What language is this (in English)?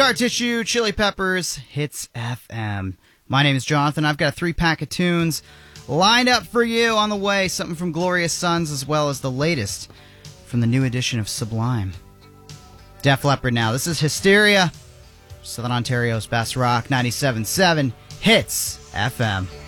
English